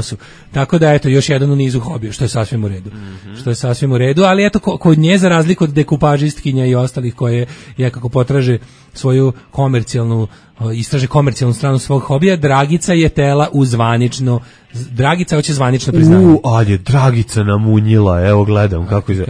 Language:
Serbian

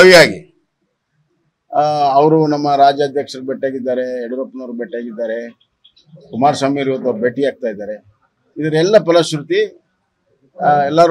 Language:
Kannada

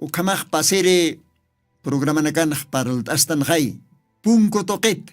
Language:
Aymara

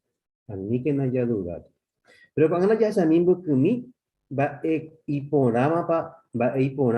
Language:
Guarani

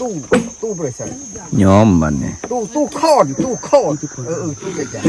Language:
Lao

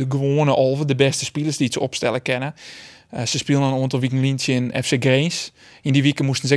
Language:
Western Frisian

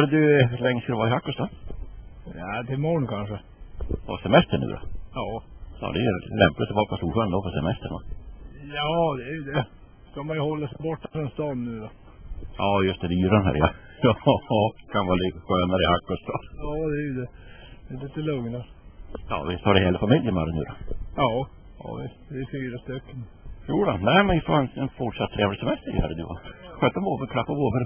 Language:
Swedish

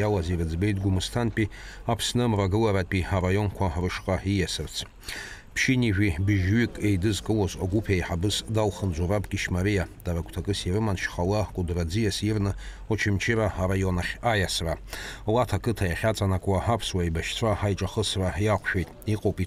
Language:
Abkhazian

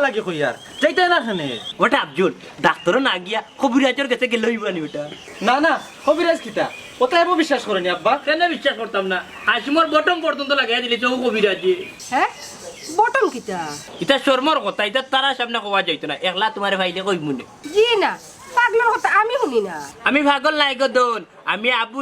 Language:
Sylheti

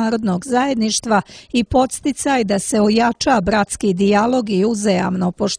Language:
Serbian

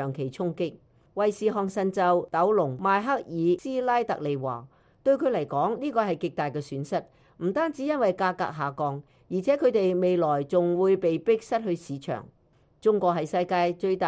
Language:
Cantonese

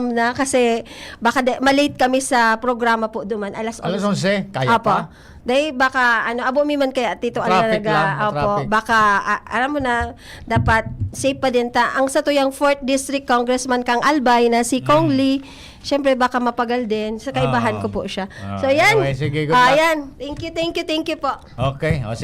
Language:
Bikol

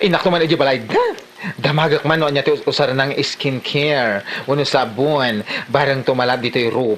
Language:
Iloko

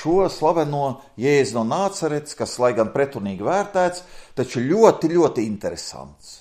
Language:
Latvian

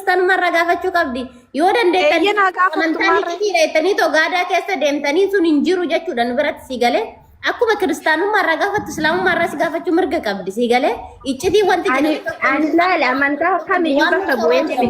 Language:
Oromo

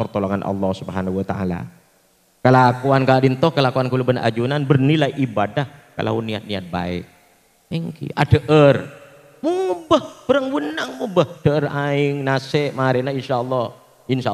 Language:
Madurese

